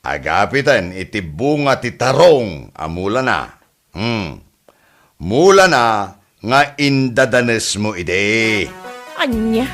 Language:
Iloko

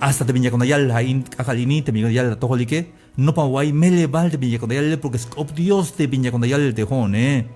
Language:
Tzeltal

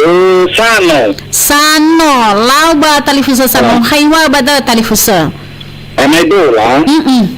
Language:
Nias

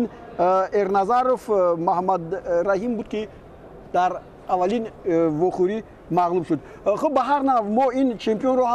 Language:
Tajik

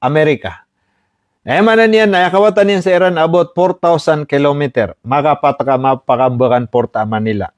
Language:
Maranao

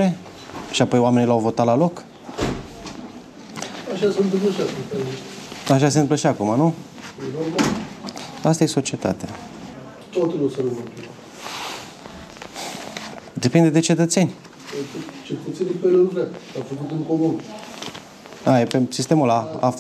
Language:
Romanian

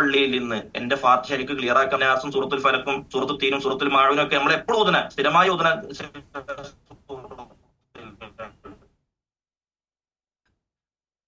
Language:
Malayalam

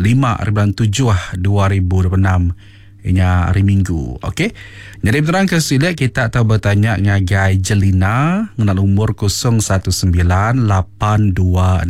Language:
Iban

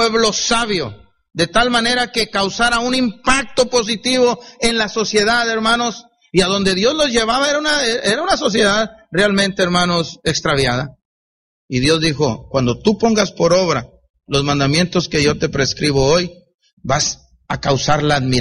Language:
Spanish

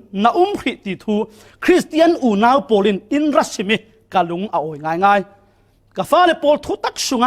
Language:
Falam Chin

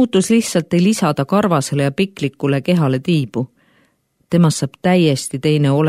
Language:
Estonian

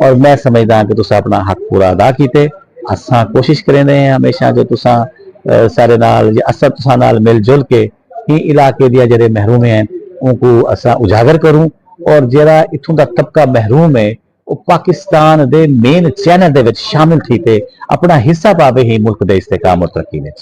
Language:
Saraiki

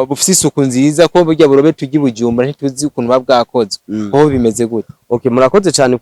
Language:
Rundi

